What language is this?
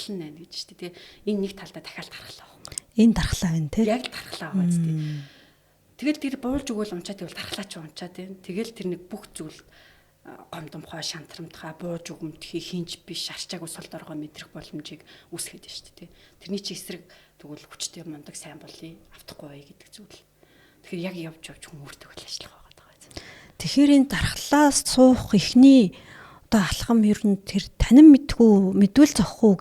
Mongolian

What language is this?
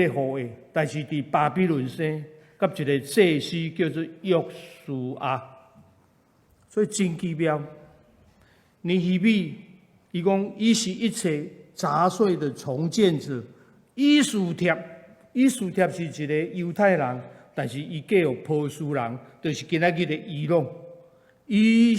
Min Nan Chinese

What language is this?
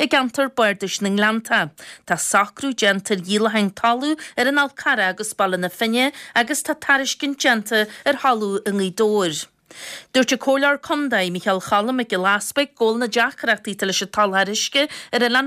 Irish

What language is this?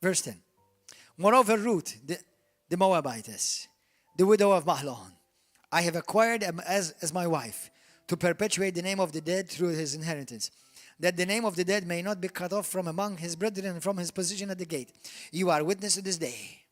English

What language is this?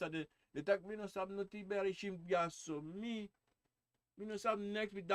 Sranan Tongo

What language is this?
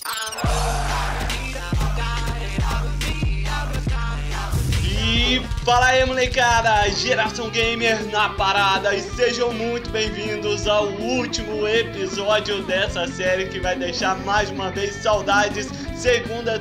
Portuguese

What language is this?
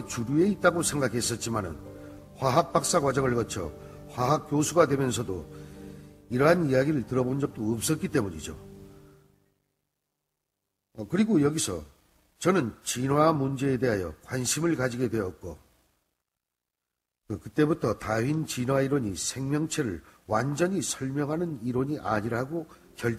Korean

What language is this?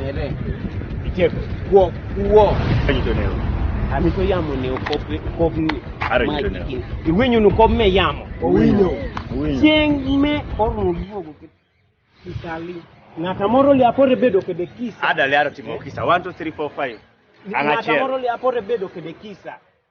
Kumam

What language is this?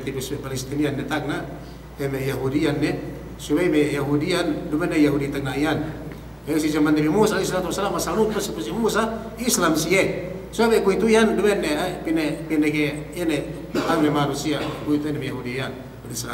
Yakan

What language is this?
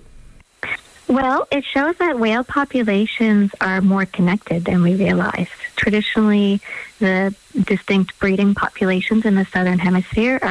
English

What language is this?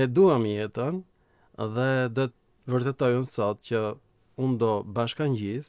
Albanian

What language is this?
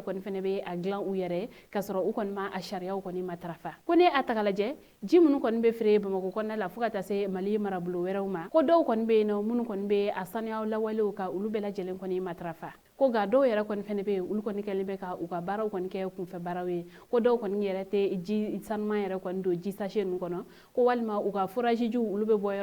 Bambara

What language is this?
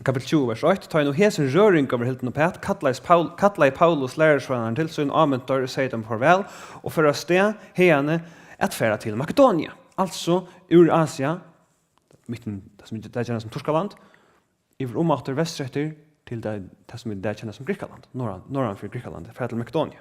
Faroese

